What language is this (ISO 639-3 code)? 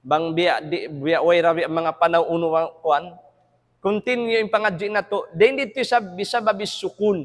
tsg